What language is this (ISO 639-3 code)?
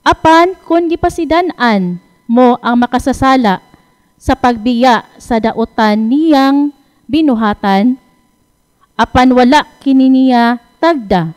ceb